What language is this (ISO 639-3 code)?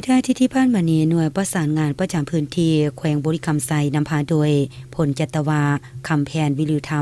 lao